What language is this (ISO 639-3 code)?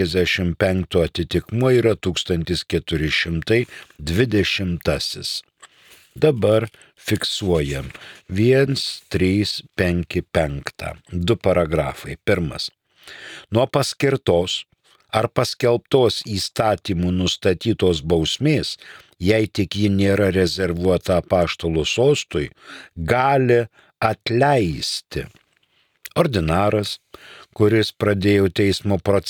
lit